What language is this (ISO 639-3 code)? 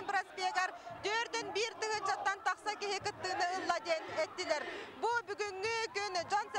sah